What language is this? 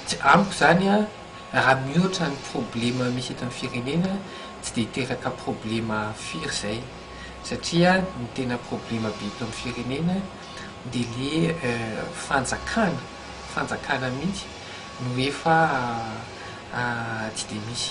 Malagasy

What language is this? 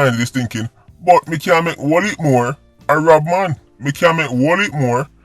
Jamaican Creole English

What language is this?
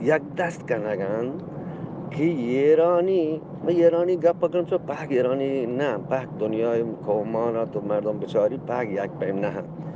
Eastern Balochi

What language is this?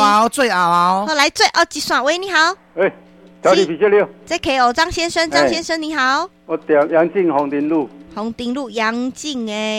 Min Nan Chinese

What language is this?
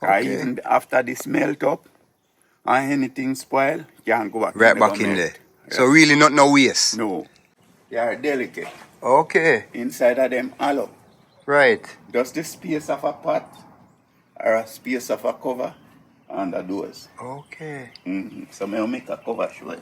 Jamaican Creole English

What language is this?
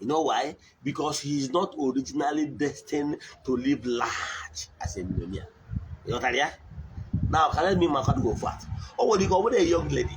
Igbo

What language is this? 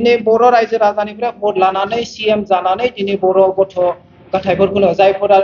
Bodo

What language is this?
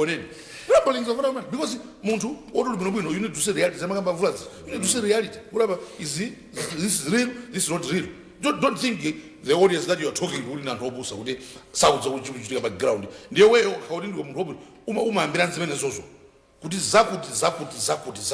Nyanja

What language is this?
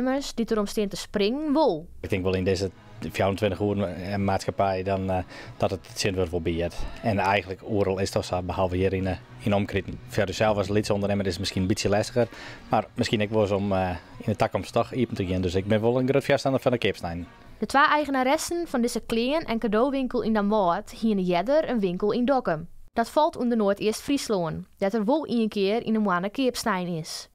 Western Frisian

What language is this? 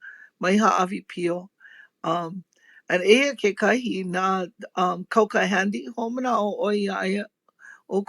Hawaiian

